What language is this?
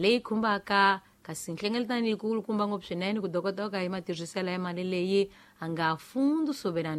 Tsonga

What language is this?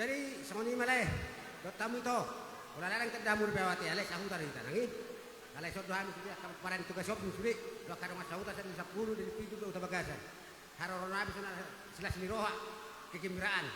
Batak Toba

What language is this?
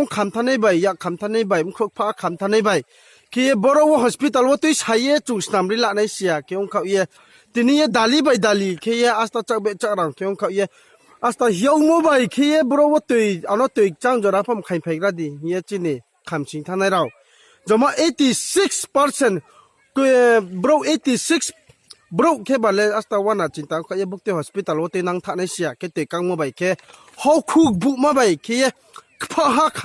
Riang (India)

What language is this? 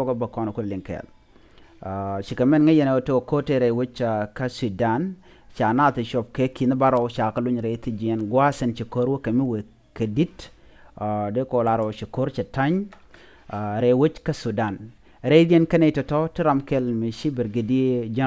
Nuer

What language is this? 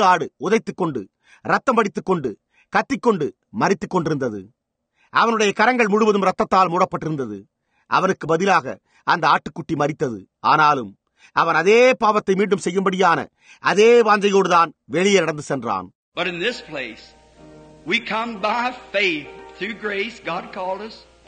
Tamil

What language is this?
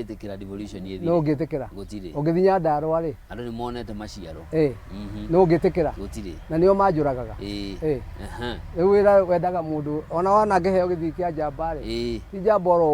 Kikuyu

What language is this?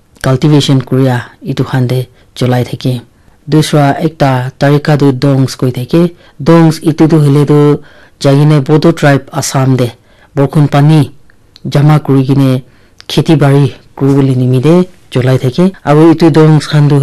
Naga Pidgin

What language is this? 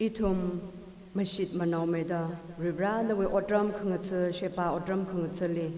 Tangkhul Naga (India)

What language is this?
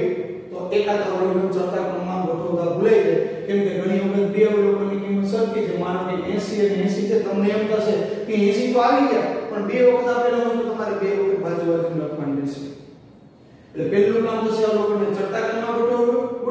Gujarati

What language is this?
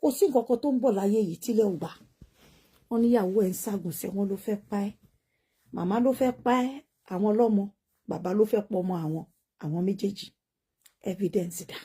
Yoruba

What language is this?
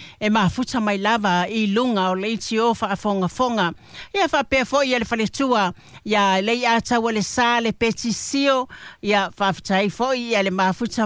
Samoan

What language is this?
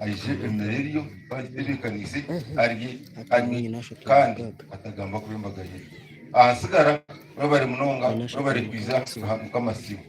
Nyankole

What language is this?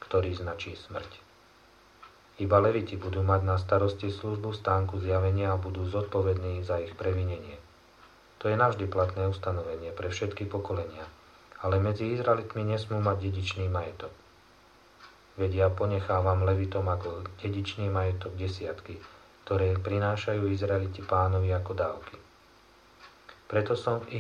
Slovak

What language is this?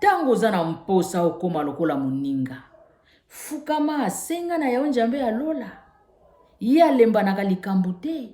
Lingala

